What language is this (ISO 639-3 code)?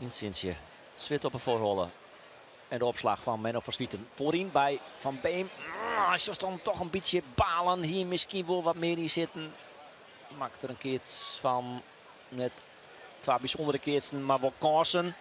fry